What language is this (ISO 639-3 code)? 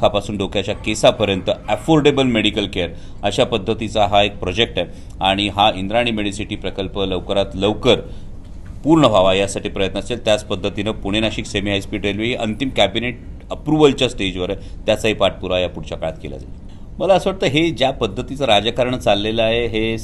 mar